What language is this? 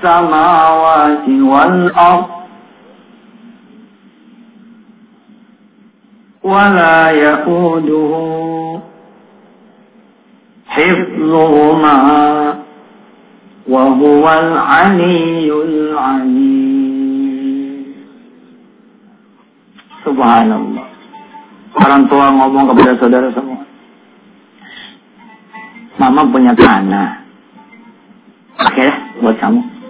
Indonesian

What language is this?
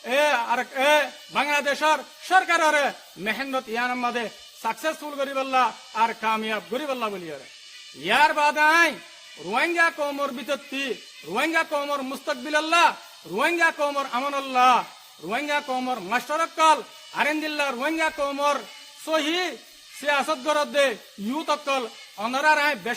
Rohingya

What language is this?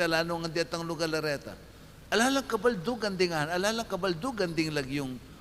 Pampanga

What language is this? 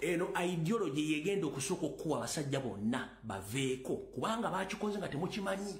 Ganda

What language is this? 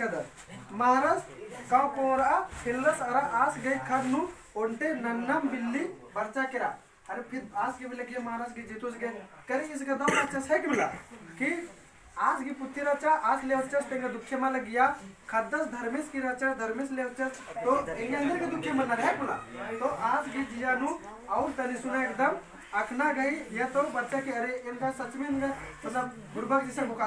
Kurukh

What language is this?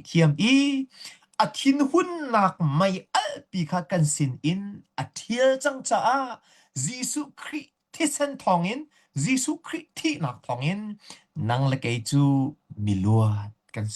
Hakha Chin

